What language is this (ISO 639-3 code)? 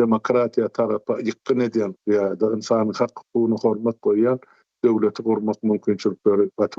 tuk